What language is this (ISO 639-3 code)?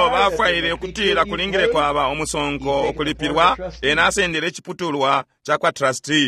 bem